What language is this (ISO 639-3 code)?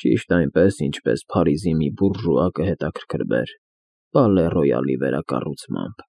hye